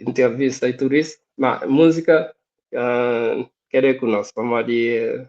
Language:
Kabuverdianu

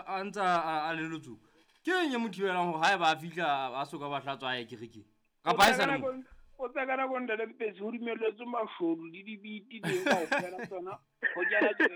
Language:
Southern Sotho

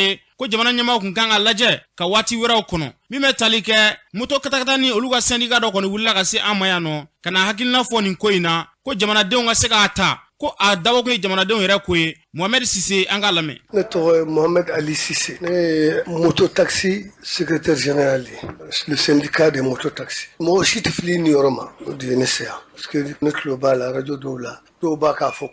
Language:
Bambara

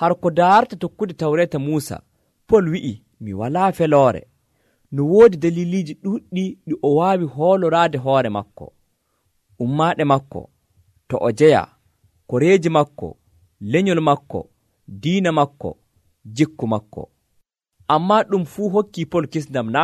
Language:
Nigerian Fulfulde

